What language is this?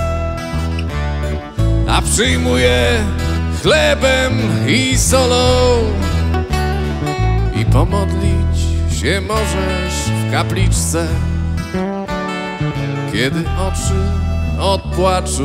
Polish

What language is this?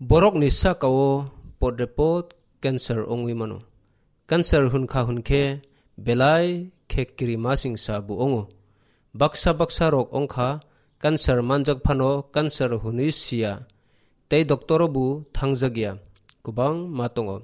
Kok Borok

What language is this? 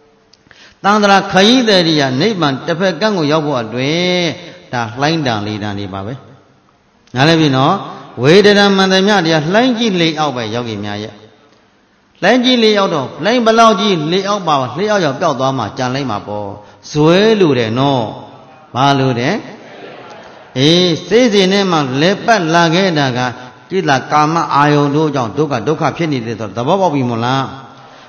Burmese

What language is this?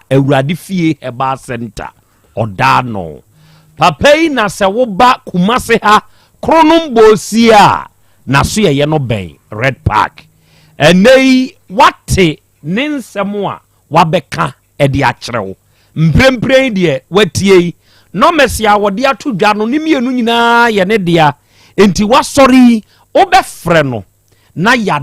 Akan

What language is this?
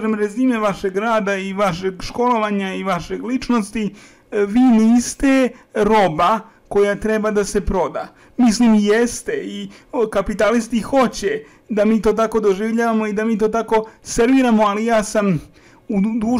Serbian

